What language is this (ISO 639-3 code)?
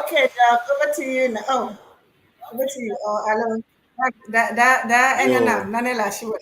ewe